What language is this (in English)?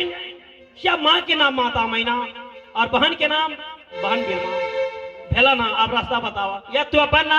Maithili